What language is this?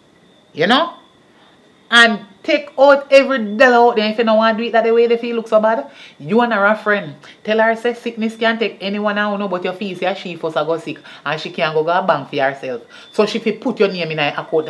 Jamaican Creole English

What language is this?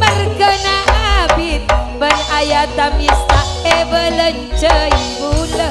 Madurese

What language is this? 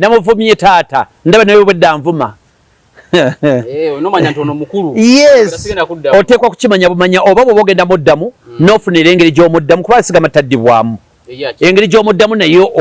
Ganda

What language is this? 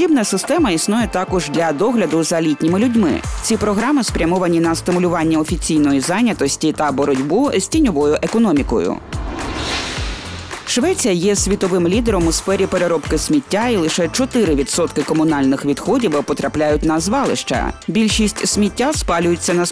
Ukrainian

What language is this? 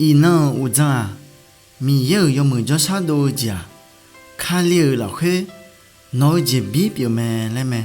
Akha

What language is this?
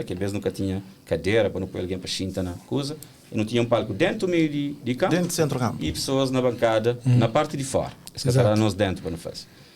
Kabuverdianu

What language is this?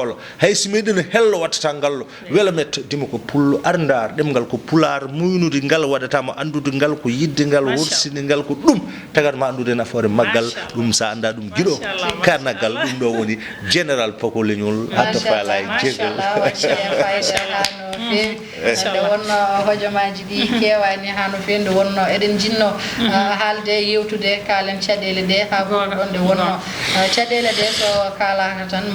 Fula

